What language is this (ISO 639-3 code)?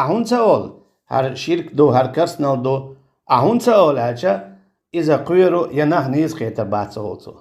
che